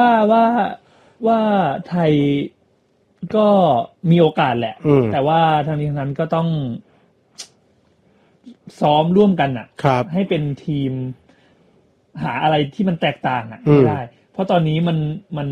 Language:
Thai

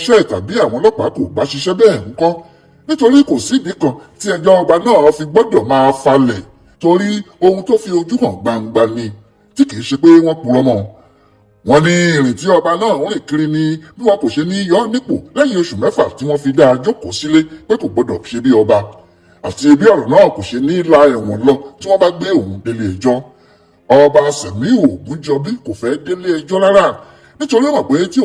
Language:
Yoruba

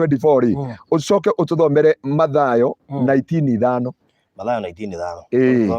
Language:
Kikuyu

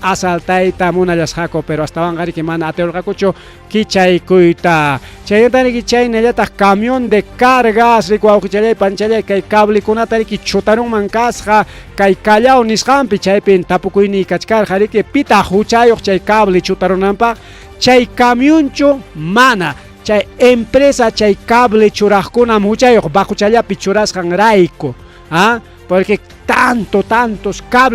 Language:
Ayacucho Quechua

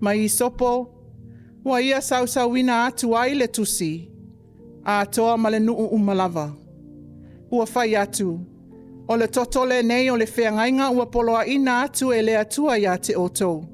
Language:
Samoan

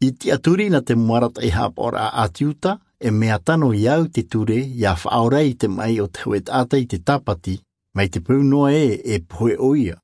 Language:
Tahitian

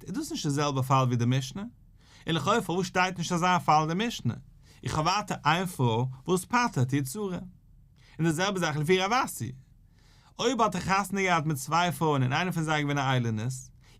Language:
Yiddish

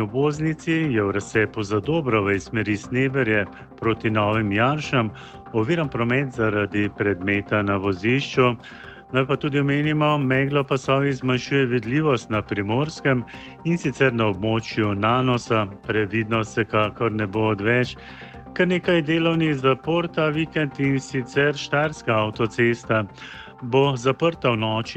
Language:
Slovenian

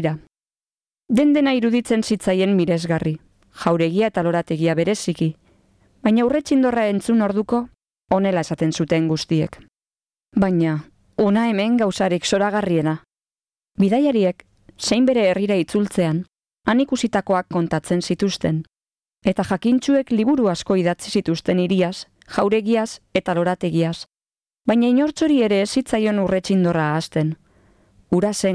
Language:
Basque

